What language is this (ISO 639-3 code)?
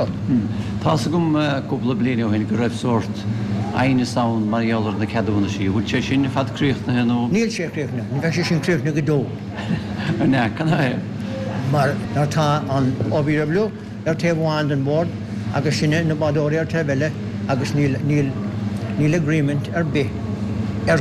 gle